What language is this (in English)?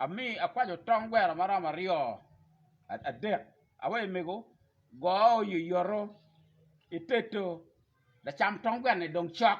Acoli